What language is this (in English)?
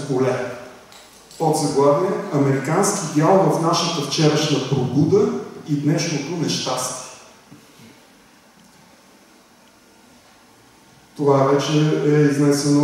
Bulgarian